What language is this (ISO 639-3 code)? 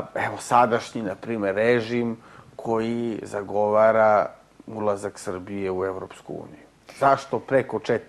srp